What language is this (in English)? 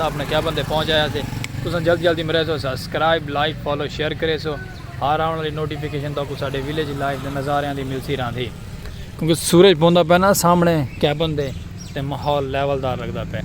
Saraiki